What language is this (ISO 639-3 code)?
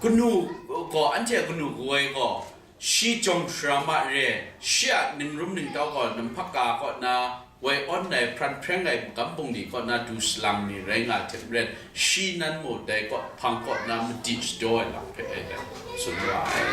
kac